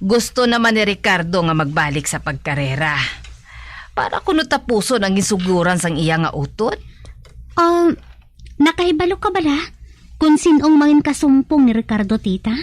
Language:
Hiligaynon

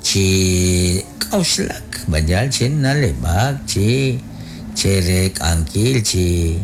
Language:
Kekchí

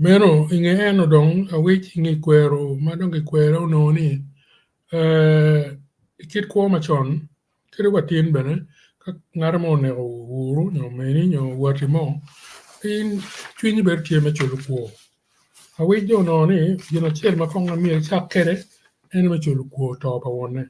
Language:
Acoli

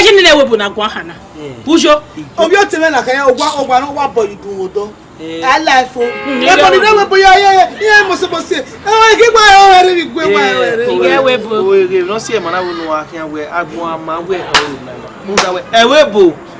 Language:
Bini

